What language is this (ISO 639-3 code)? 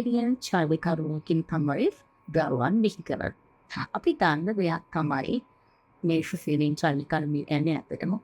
sin